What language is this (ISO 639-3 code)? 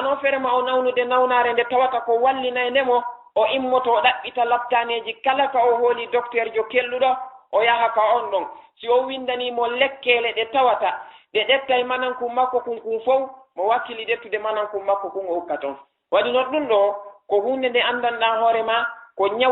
ful